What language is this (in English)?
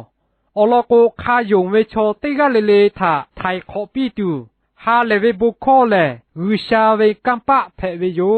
Lahu